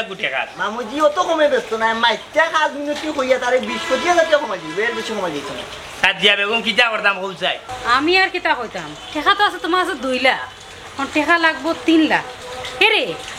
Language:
Sylheti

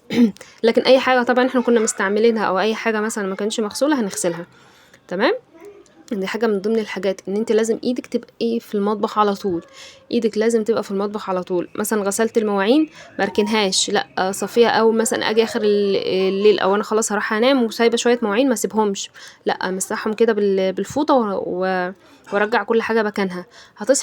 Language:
Egyptian Arabic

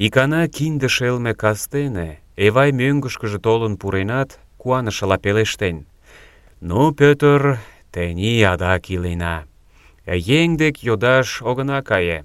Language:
Mari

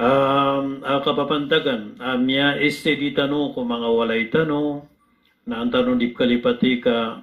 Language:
Maranao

